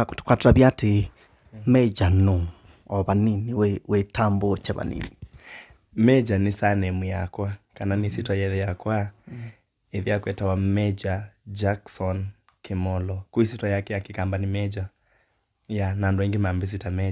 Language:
Kamba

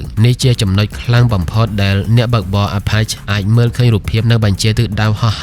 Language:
Khmer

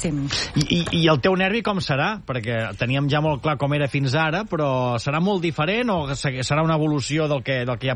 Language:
Catalan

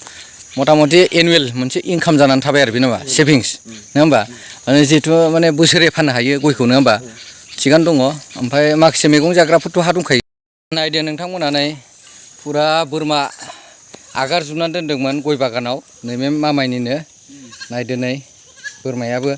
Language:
Bodo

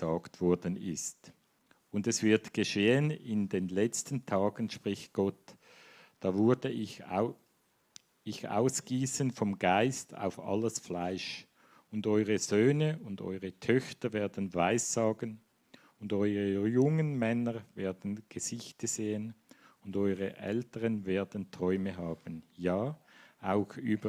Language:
Swiss German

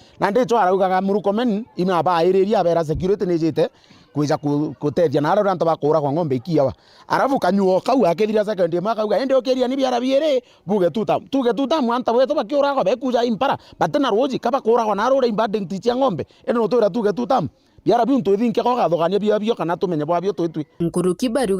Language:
Meru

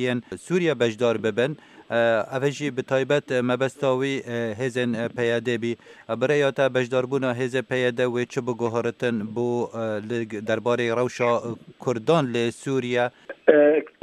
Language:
Kurdish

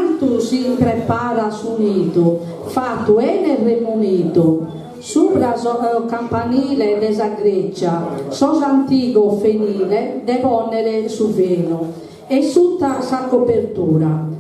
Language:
Sardinian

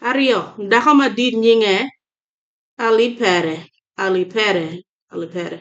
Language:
Acoli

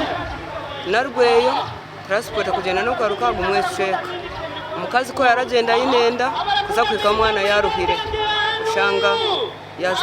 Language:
Nyankole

